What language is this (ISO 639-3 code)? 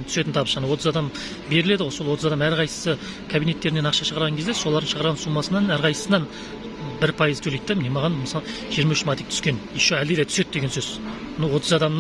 kaz